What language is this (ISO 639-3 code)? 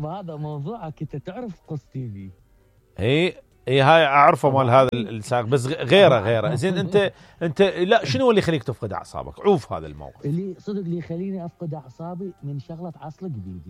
acm